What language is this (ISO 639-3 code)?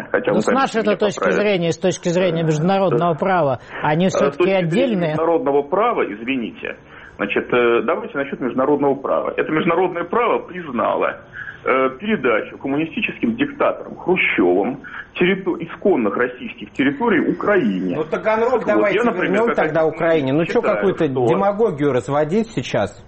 rus